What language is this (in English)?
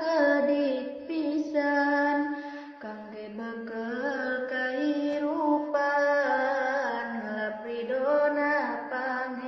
Sundanese